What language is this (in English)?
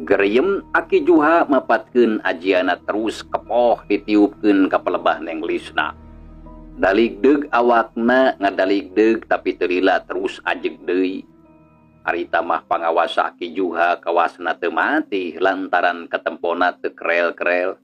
Sundanese